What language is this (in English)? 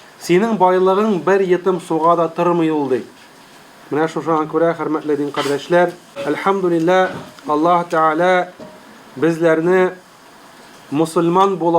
Tatar